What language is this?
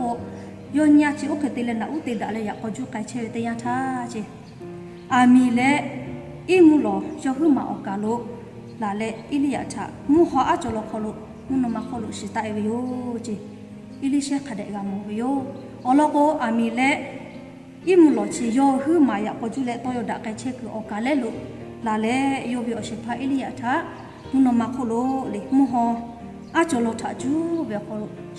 Lahu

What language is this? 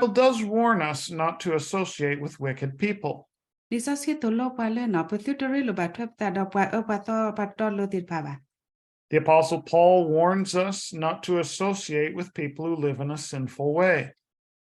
S'gaw Karen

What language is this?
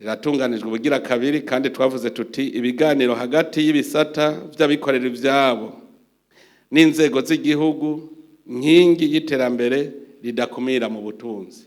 Rundi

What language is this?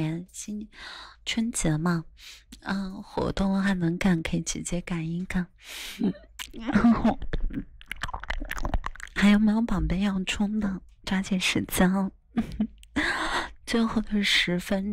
Chinese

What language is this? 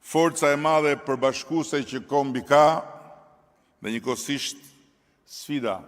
Albanian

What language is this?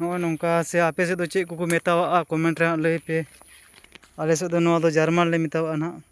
Santali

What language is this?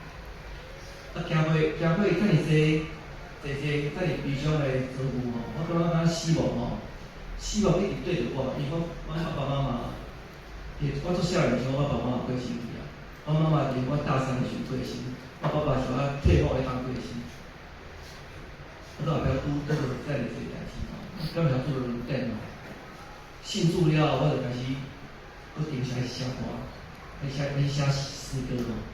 Min Nan Chinese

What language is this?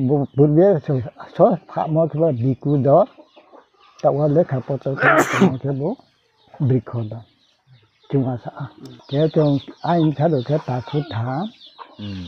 Riang (India)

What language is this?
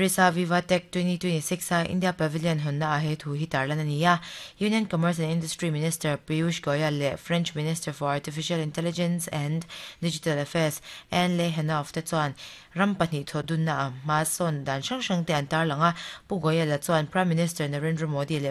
Mizo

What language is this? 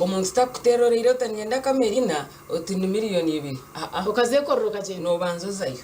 Nyankole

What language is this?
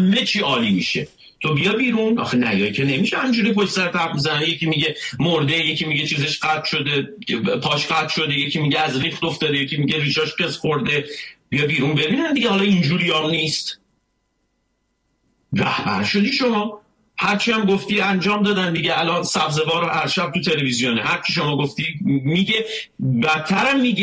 Persian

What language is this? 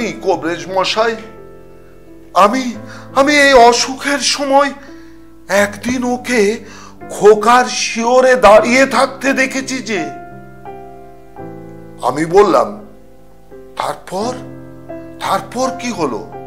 Bangla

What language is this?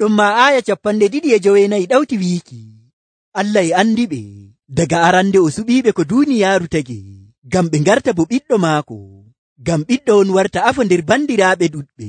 Nigerian Fulfulde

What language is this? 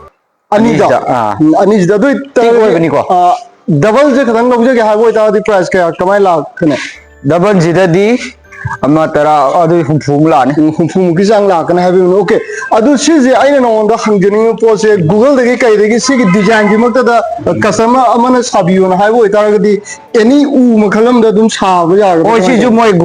Manipuri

